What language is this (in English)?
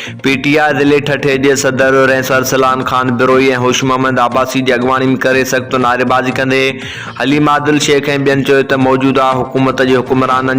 Sindhi